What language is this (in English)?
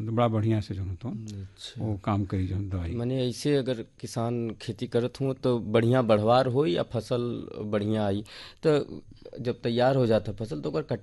Bhojpuri